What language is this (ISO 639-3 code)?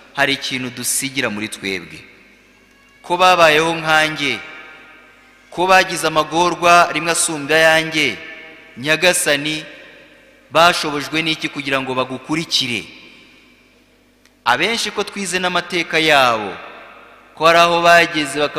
kin